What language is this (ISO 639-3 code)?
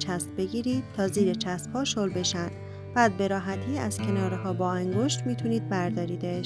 fas